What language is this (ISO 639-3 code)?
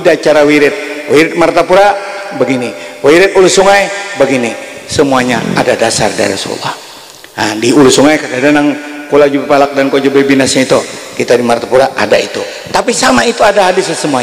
bjn